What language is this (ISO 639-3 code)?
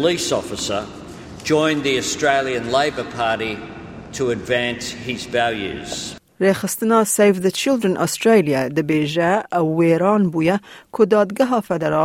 kur